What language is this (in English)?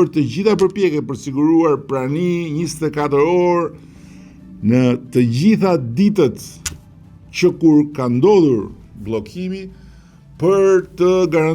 Albanian